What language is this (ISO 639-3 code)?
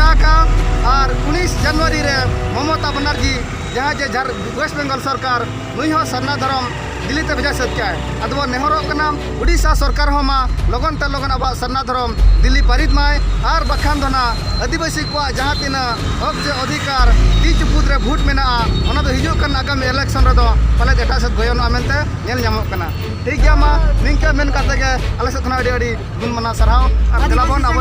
sat